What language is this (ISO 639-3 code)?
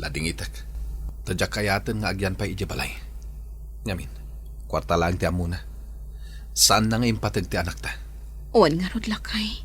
ilo